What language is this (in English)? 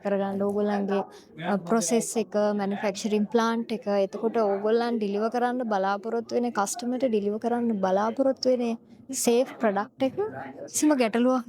Sinhala